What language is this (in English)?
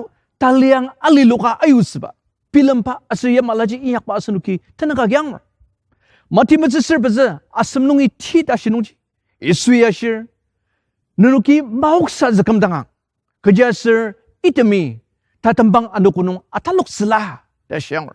Ao Naga